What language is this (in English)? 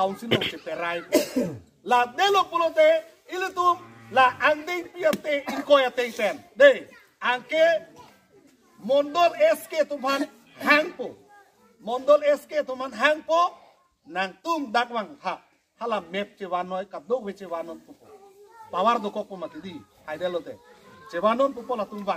Karbi